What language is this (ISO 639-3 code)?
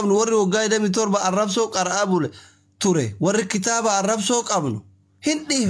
orm